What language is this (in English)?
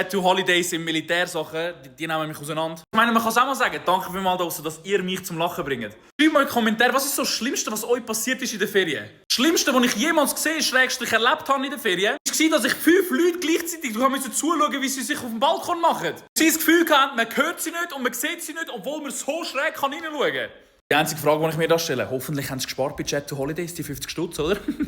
Swiss German